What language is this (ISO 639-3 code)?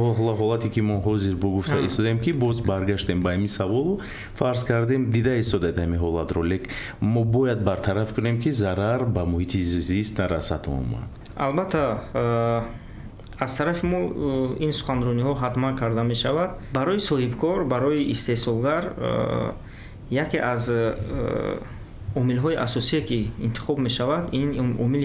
tgk